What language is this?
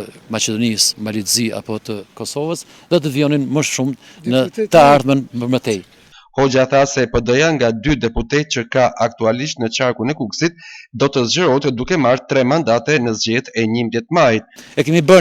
Albanian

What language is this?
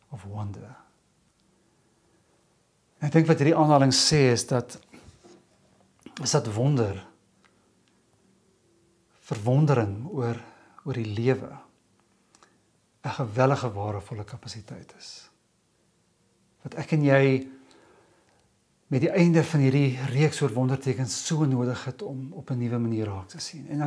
Afrikaans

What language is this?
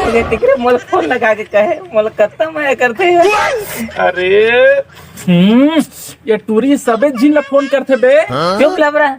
Chhattisgarhi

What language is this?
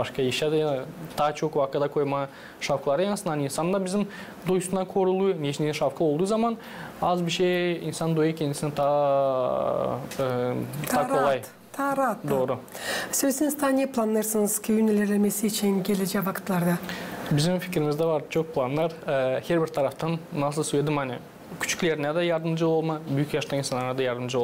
Gagauz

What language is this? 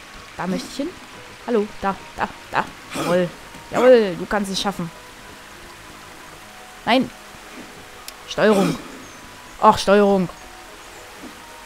German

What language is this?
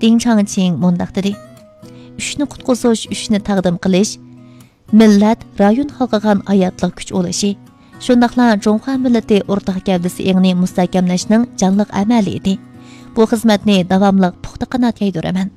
Uyghur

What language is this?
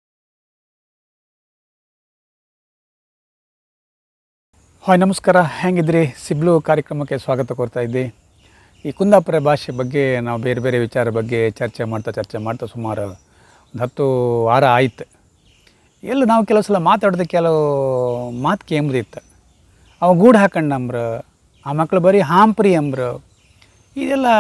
Kannada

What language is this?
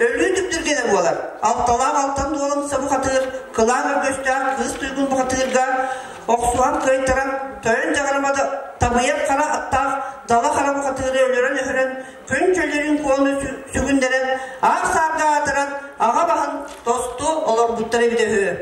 Yakut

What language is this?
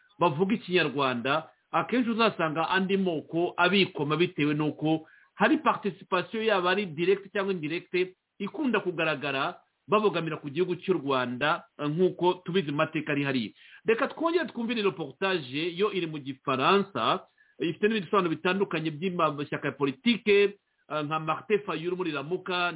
Kinyarwanda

